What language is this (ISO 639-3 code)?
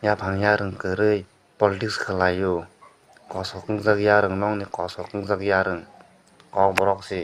trp